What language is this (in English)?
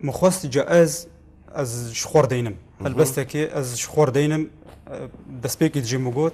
Kurdish